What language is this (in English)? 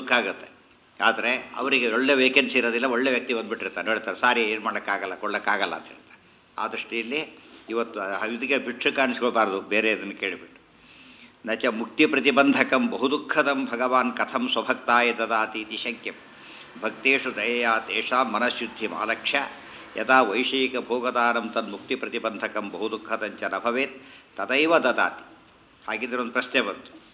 Kannada